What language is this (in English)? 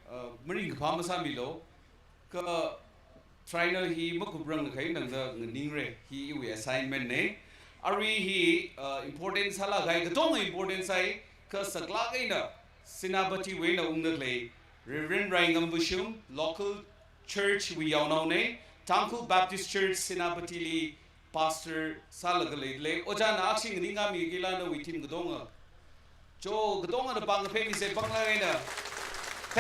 Tangkhul Naga (India)